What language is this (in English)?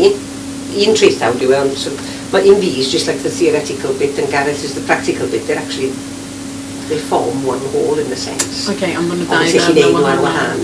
Welsh